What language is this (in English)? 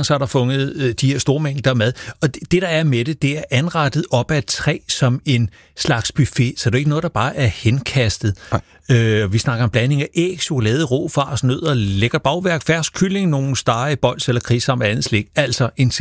Danish